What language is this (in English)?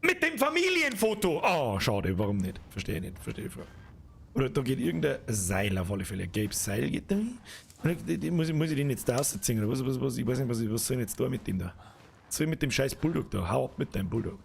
Bavarian